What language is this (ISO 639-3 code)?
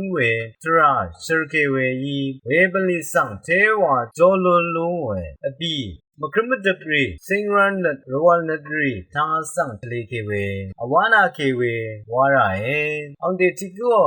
raw